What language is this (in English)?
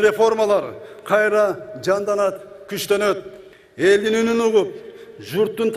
Kyrgyz